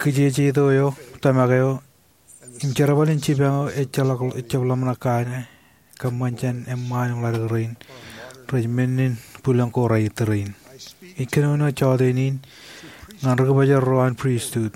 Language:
Marshallese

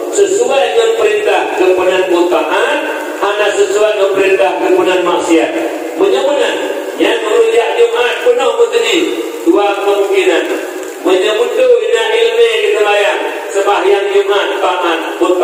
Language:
Achinese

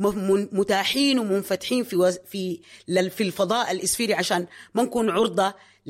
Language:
Sudanese Arabic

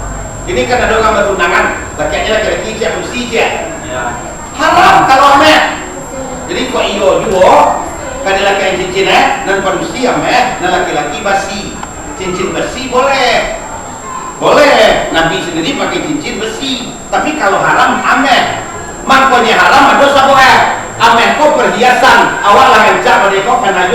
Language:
Minangkabau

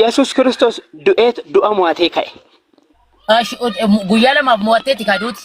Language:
Oromo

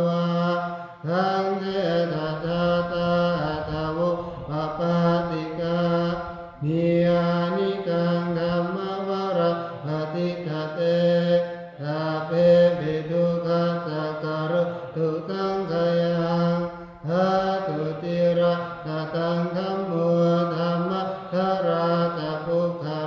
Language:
Pali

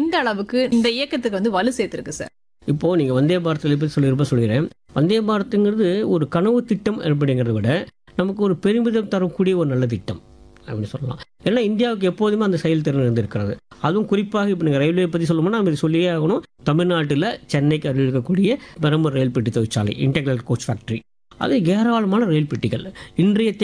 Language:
Tamil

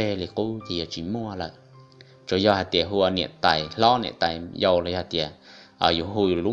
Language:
Hmong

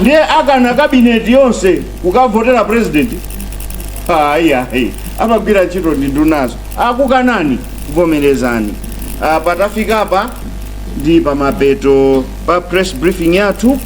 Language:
Nyanja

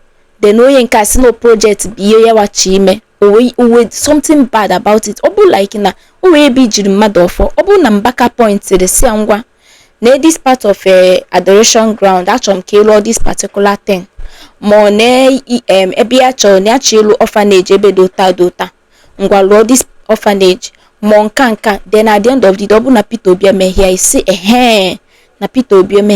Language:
Igbo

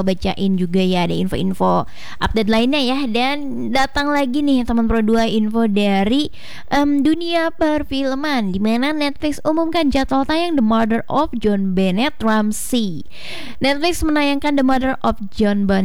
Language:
Indonesian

